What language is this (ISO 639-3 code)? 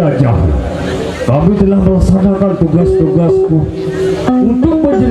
sas